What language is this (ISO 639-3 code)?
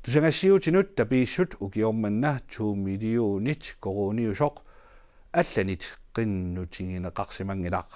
kal